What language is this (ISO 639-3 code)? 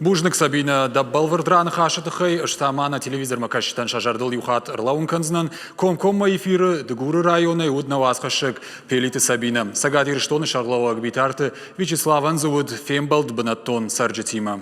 oss